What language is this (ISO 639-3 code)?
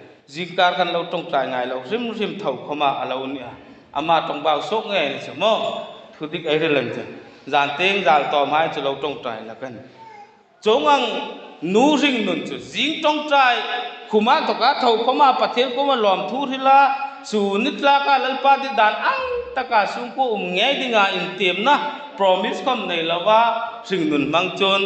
hmr